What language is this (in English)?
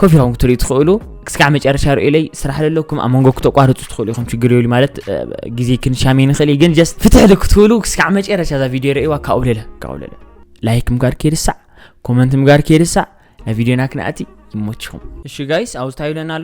Tigrinya